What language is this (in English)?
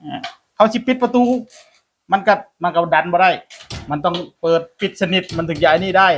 Northeastern Thai